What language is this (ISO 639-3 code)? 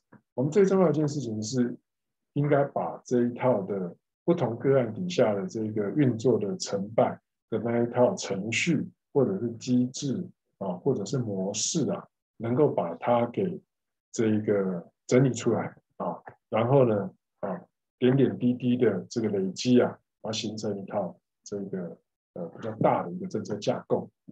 zho